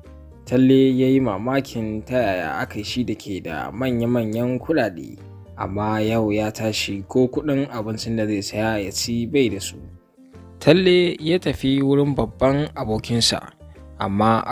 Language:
Hausa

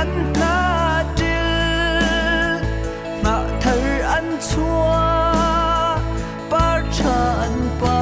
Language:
Hakha Chin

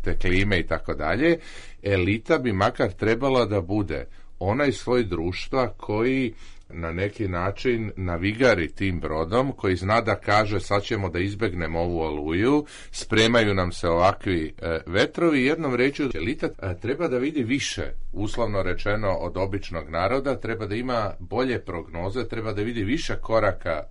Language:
Serbian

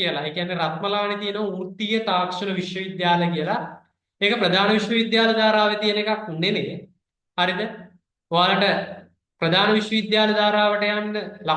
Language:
Sinhala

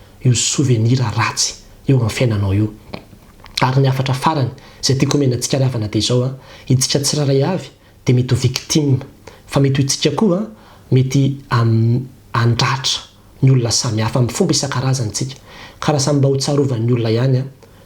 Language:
Malagasy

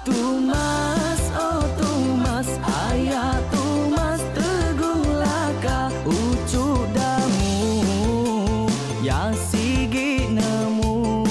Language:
Iban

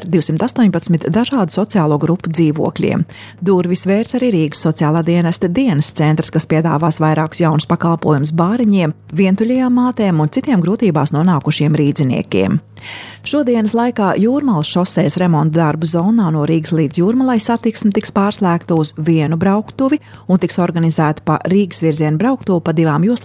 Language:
Latvian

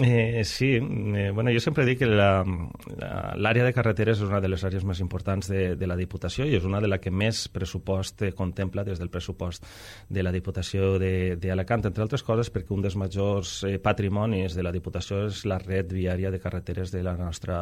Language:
Catalan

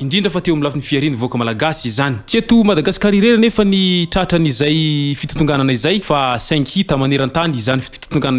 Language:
Malagasy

